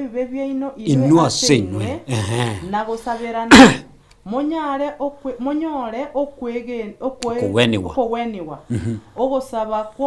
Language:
Gusii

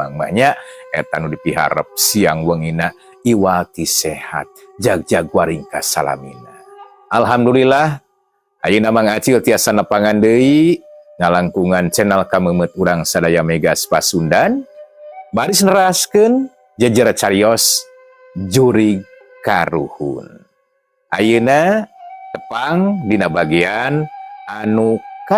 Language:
Sundanese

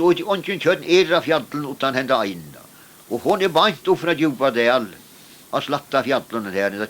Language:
Faroese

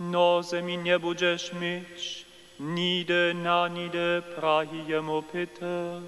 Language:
Upper Sorbian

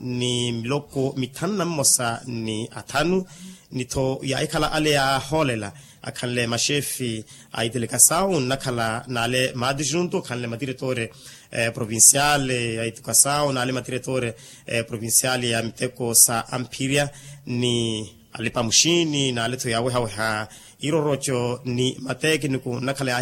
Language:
Makhuwa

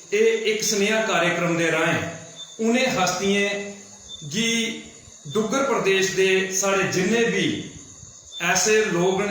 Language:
Dogri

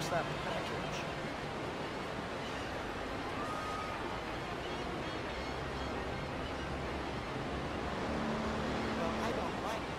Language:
English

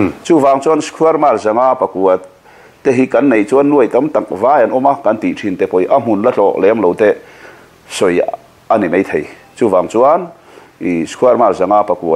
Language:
Mizo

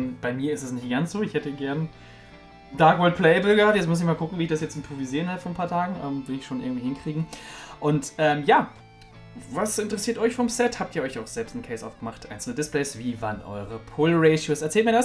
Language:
German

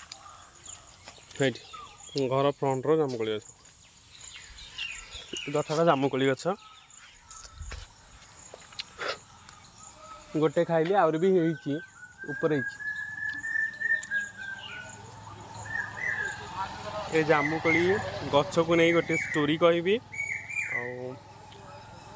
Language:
Odia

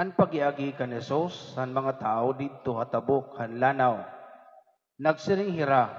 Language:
Waray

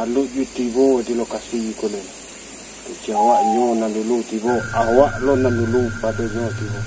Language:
Minangkabau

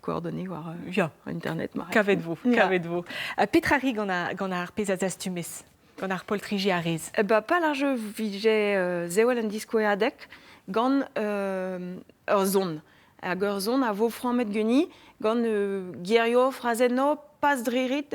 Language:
Breton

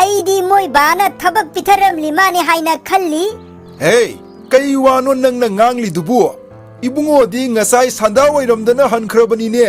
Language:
Manipuri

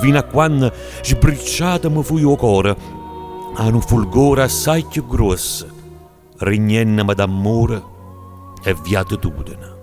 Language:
Neapolitan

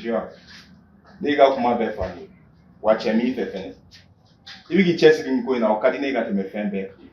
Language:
Bambara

